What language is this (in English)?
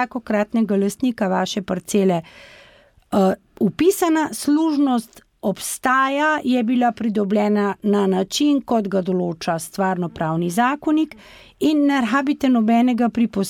Slovenian